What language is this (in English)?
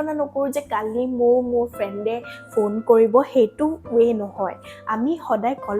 Assamese